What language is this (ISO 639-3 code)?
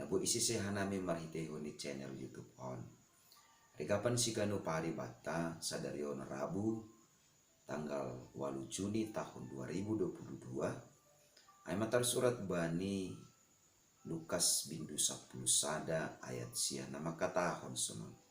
bts